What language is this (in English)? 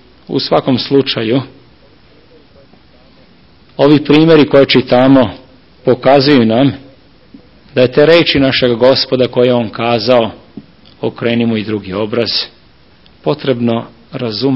Serbian